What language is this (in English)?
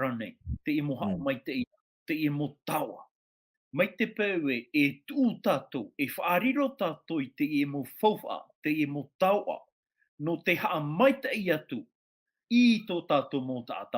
Tahitian